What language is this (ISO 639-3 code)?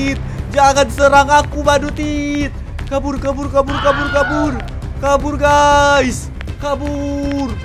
ind